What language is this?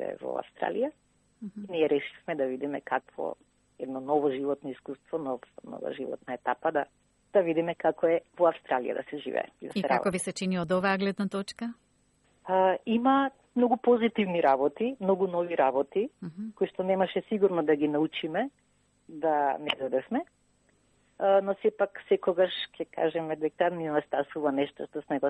Macedonian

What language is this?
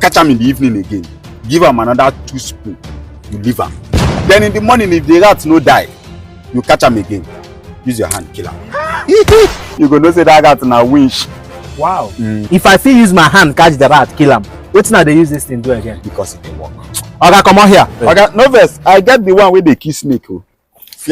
Nigerian Pidgin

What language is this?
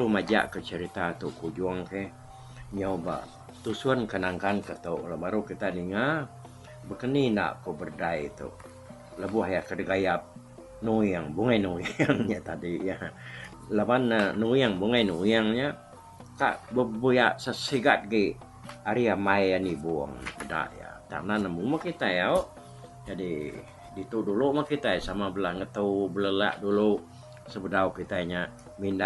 Iban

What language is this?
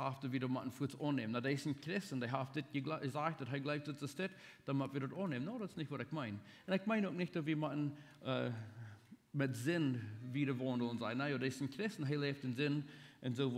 Plautdietsch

